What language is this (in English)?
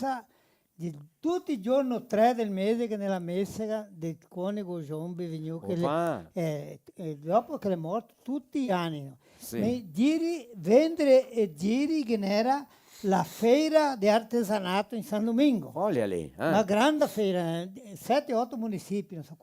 Venetian